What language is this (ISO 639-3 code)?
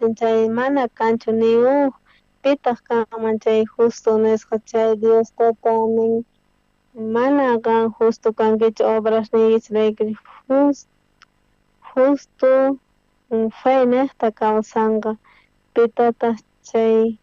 quh